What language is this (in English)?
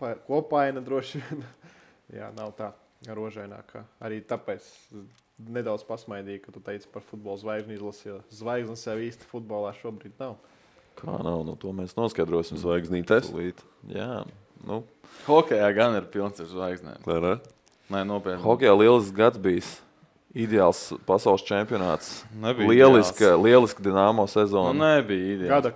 Latvian